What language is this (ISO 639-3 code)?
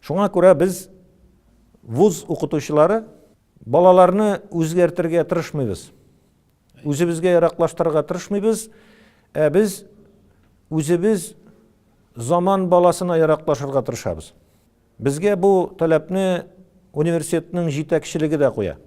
tat